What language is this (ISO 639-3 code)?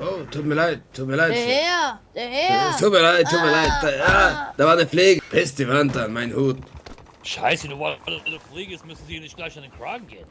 gsw